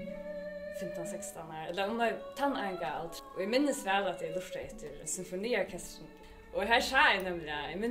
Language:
Faroese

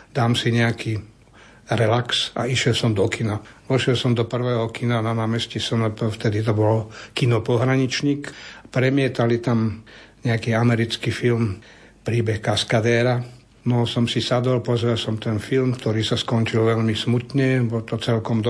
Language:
Slovak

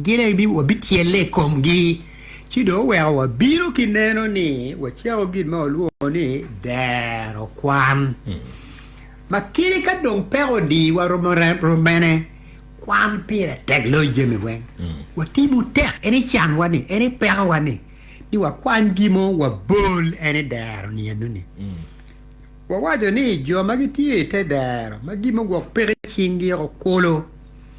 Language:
Acoli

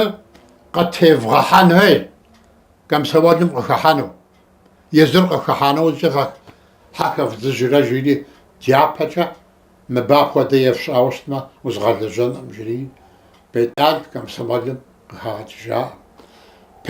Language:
Kabardian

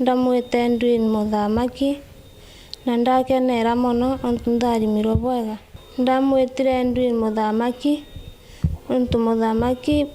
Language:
Meru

